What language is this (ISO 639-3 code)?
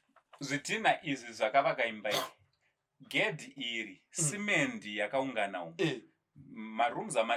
sna